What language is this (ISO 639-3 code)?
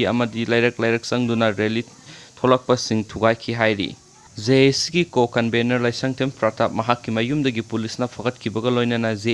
mni